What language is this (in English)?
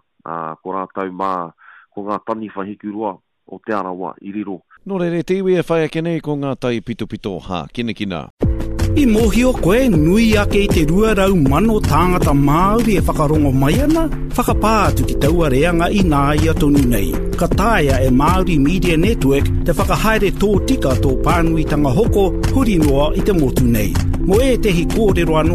Māori